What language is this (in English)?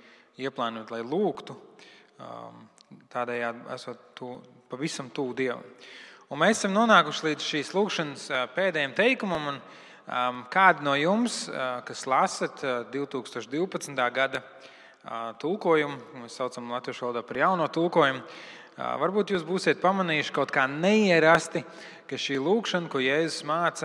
Latvian